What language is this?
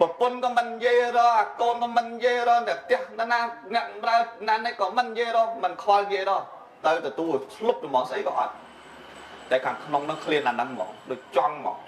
Khmer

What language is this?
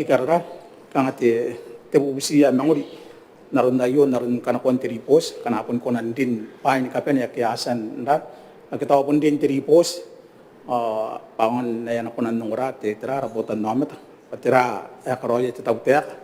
Gilbertese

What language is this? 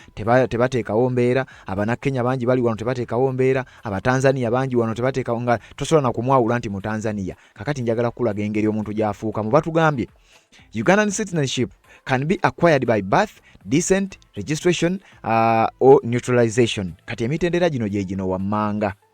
Ganda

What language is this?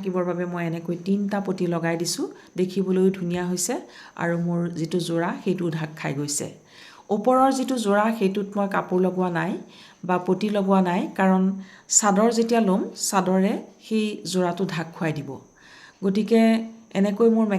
Assamese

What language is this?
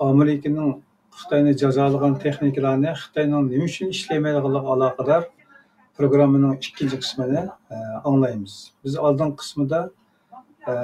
Uyghur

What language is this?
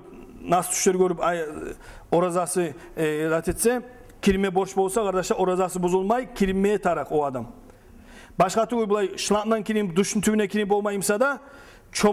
Kumyk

